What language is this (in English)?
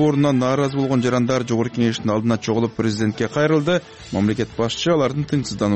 Kyrgyz